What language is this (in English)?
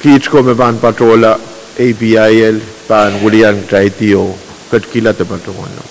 Pohnpeian